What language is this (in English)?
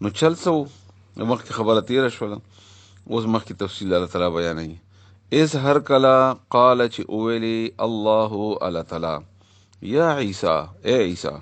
Pashto